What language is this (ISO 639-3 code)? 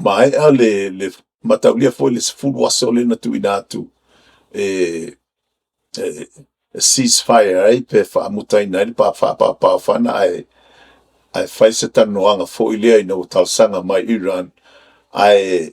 smo